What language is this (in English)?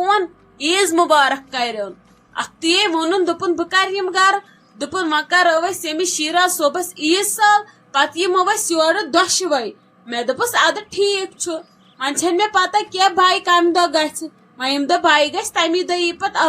Kashmiri